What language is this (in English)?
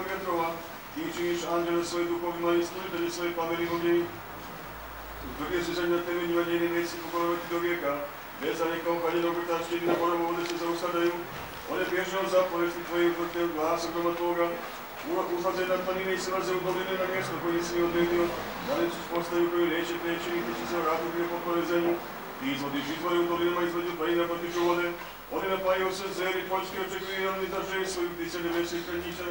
Serbian